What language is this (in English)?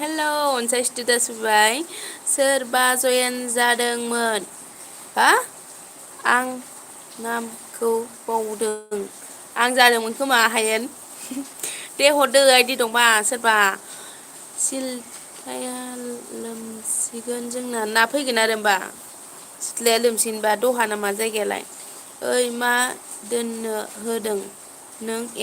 Bodo